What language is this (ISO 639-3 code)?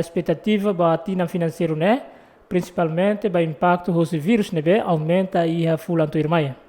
tet